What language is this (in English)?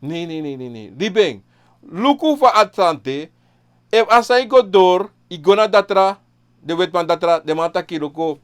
Sranan Tongo